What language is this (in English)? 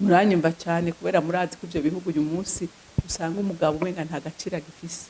Rundi